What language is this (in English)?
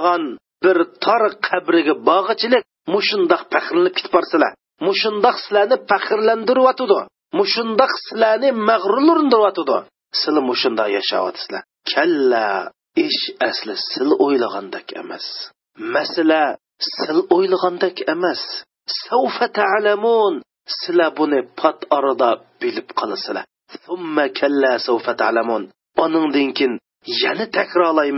Uyghur